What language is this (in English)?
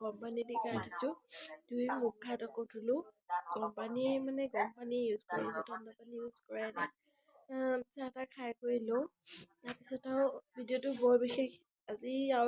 Assamese